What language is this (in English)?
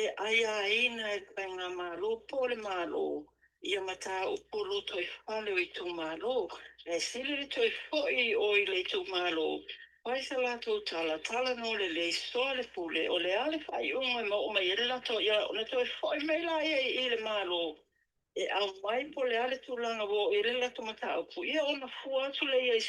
Samoan